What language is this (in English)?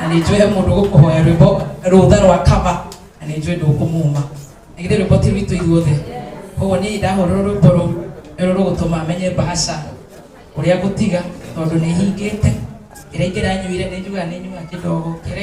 Kikuyu